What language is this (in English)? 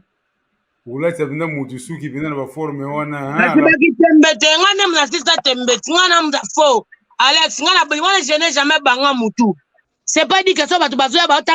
Lingala